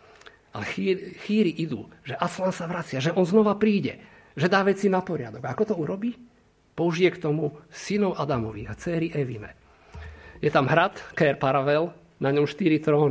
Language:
Slovak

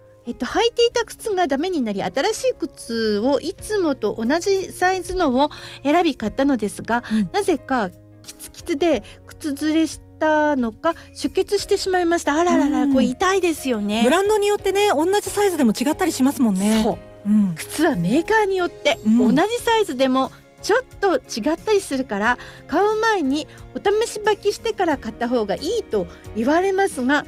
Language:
Japanese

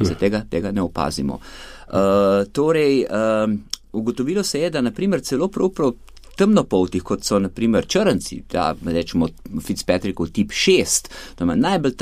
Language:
Slovenian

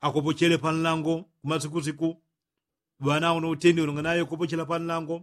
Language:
Yao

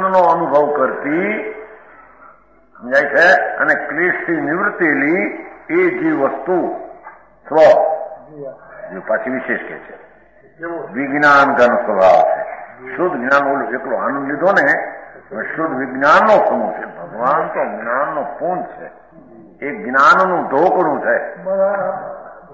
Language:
Gujarati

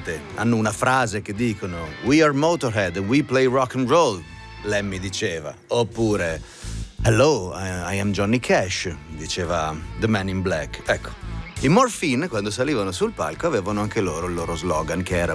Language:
Italian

